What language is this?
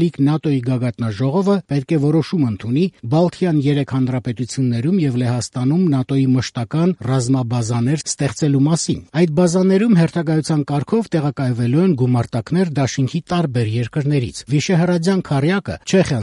Armenian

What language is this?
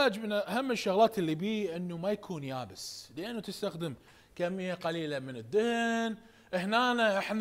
Mesopotamian Arabic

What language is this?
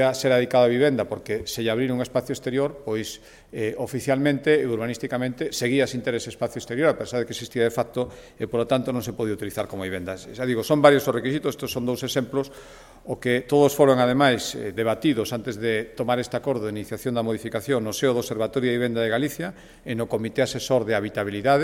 Galician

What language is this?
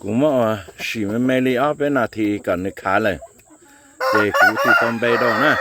Hmong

